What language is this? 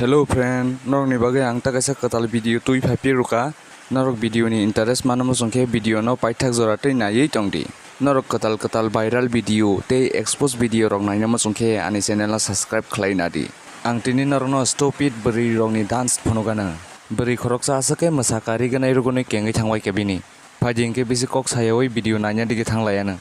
Kok Borok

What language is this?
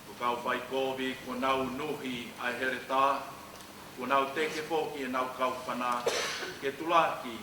Tongan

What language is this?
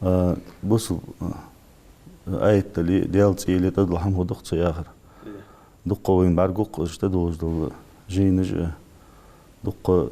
Ingush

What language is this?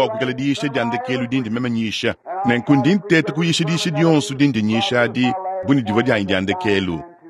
Luba-Lulua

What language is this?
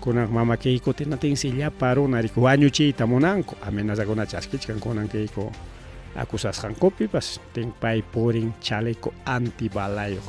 Ayacucho Quechua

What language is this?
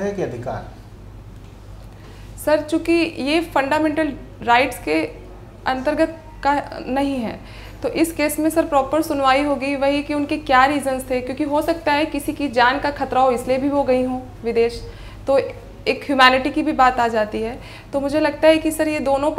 Hindi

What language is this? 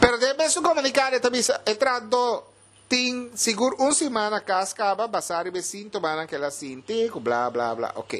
Papiamento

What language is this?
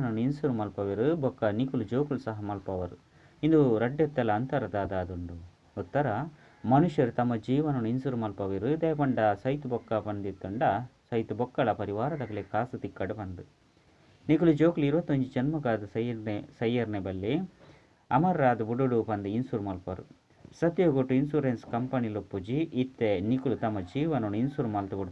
Tulu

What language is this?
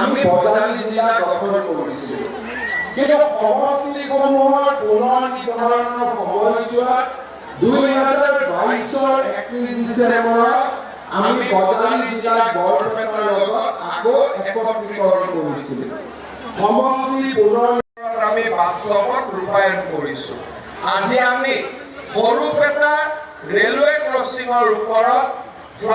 Assamese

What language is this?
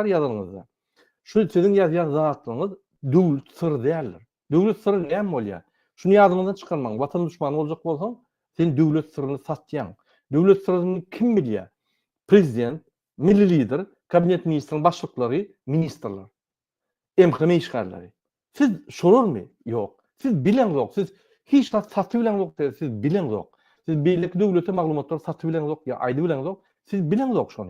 Turkmen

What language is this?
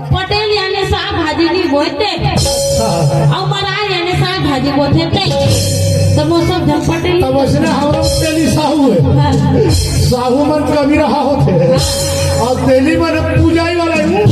Chhattisgarhi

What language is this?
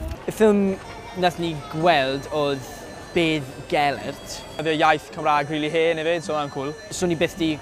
Welsh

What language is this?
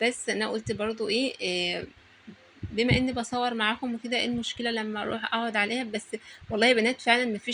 Egyptian Arabic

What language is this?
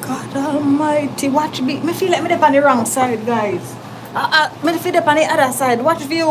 Jamaican Creole English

